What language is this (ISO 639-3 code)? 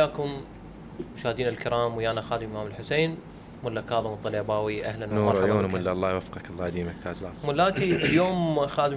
acm